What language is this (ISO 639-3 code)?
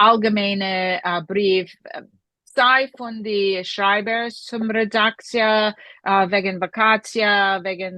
yid